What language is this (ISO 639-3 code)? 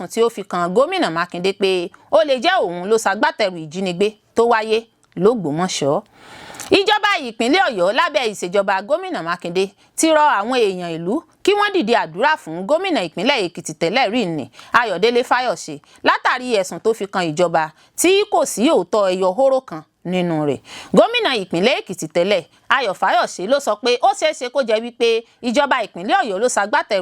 yor